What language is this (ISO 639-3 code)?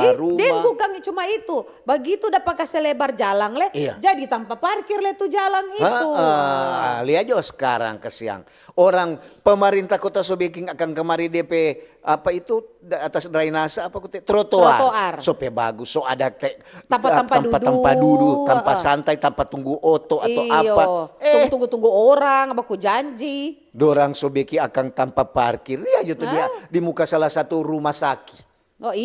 xmm